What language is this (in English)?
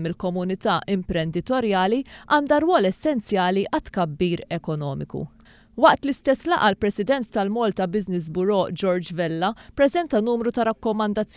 Maltese